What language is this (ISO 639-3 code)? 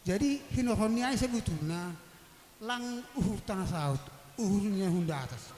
bts